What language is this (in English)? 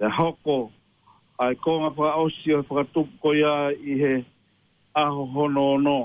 Tongan